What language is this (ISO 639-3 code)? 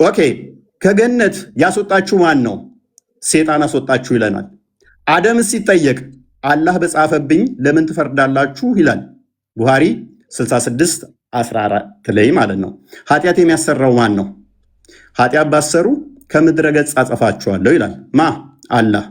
amh